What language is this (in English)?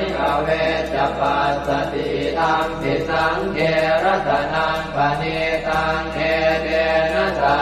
Pali